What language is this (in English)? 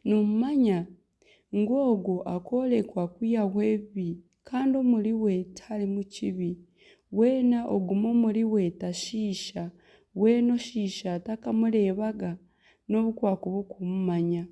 Nyankole